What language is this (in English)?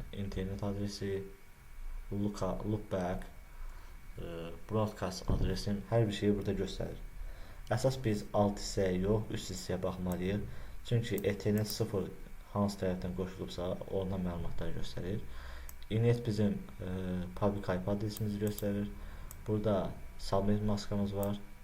Azerbaijani